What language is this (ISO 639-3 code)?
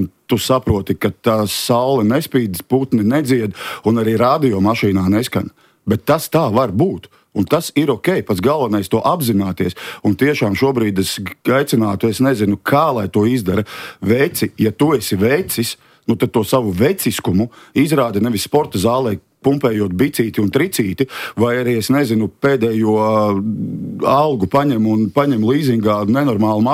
lav